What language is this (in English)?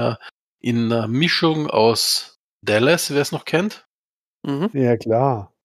German